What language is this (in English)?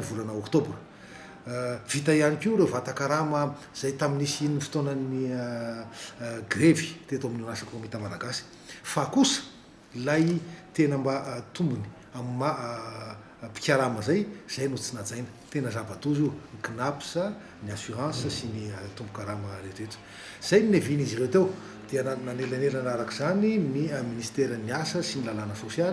Malagasy